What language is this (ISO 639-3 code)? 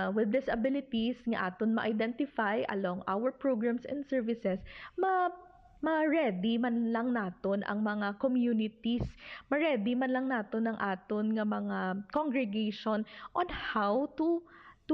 hil